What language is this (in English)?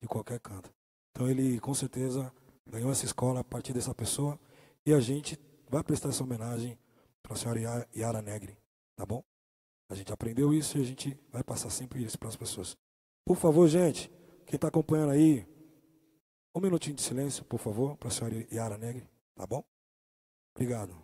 Portuguese